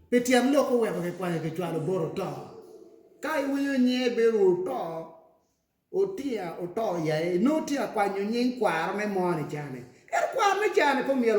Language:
Acoli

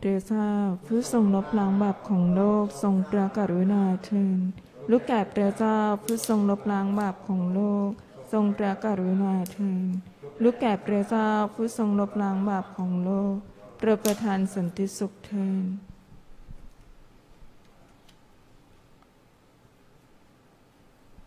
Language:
Thai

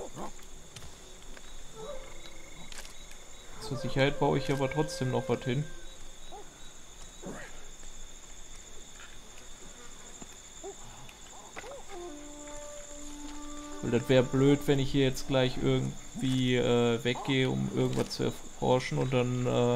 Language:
German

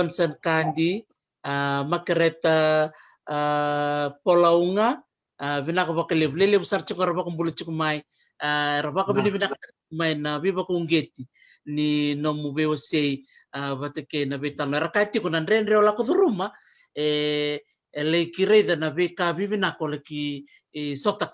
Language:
Fijian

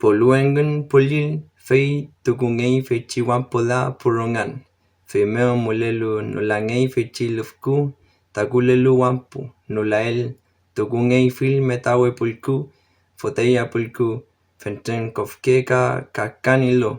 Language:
Mapuche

